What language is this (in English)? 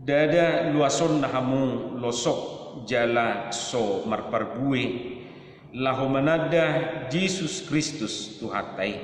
Batak Toba